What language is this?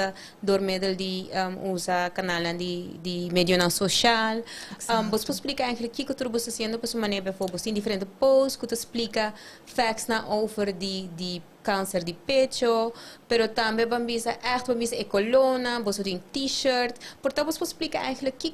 Papiamento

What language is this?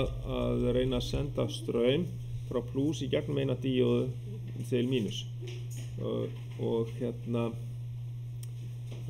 Icelandic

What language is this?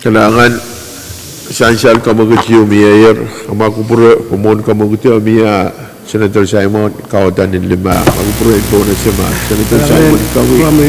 Pohnpeian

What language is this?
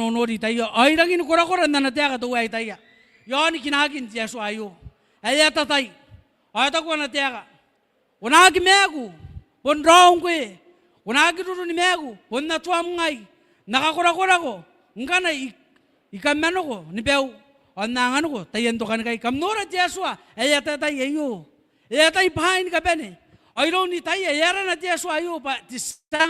Gilbertese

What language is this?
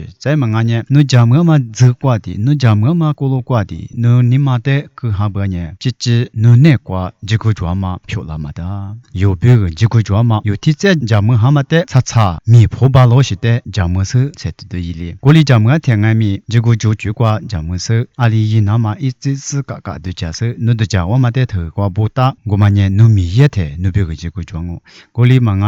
Lisu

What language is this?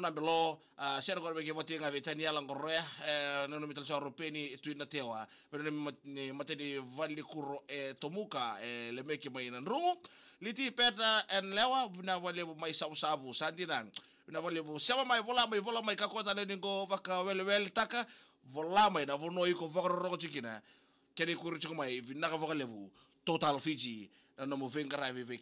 Fijian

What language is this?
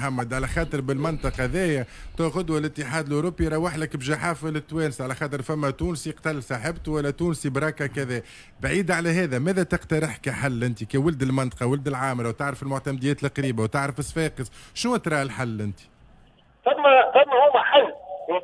Tunisian Arabic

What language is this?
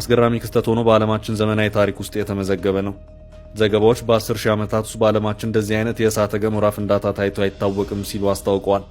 Amharic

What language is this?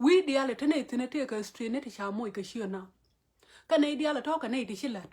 Nuer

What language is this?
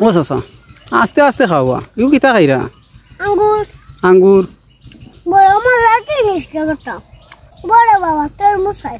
Sylheti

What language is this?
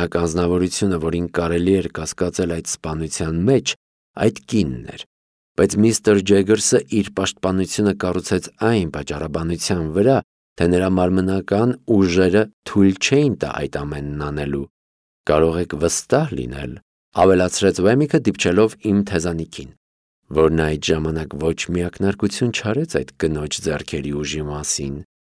Armenian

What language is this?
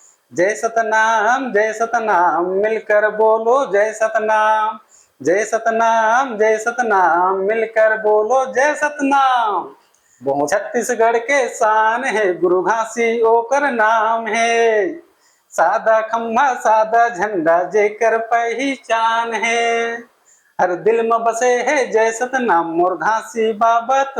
Chhattisgarhi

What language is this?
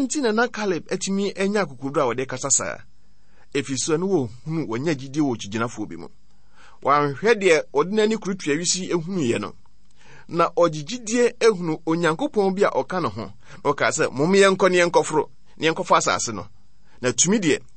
Akan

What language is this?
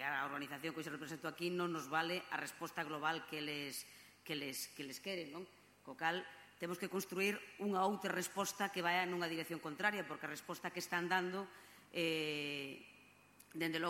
Galician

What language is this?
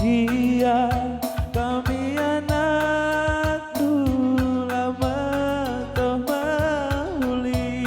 Batak Karo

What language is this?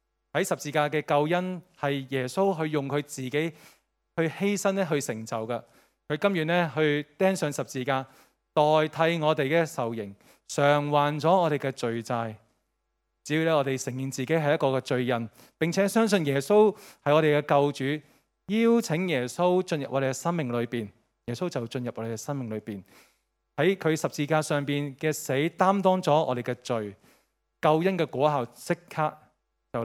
Cantonese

